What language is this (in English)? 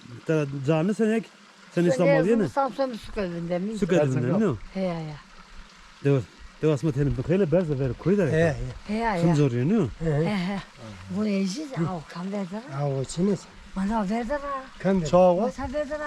Zaza